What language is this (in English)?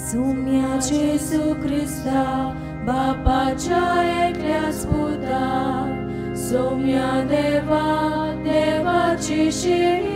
Konkani